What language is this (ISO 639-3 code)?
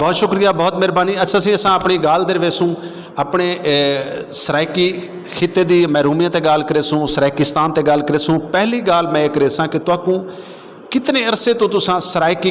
skr